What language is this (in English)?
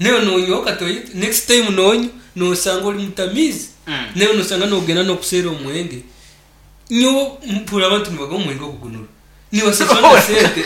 Nyankole